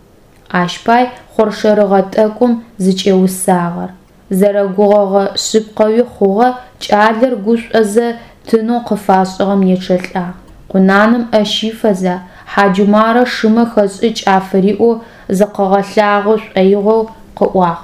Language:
Adyghe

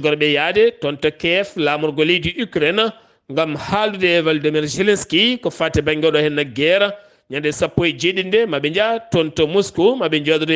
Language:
Fula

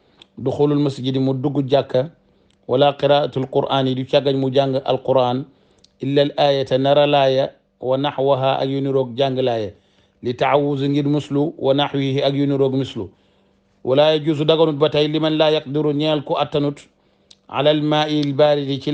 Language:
Wolof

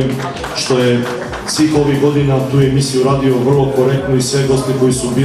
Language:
Serbian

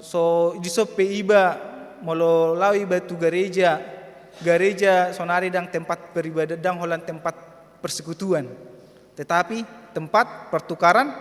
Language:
Batak Toba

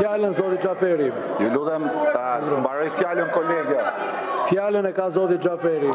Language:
Albanian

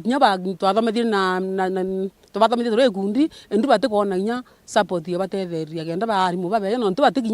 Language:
Meru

